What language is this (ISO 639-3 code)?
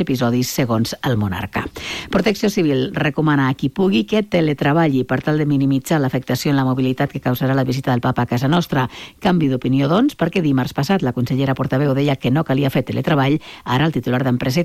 cat